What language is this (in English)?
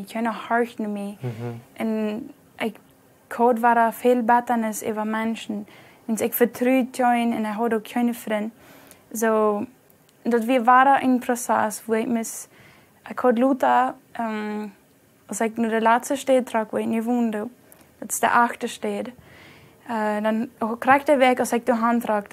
Plautdietsch